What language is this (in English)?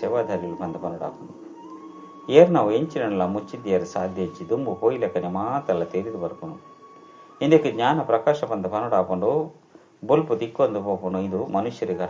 Tulu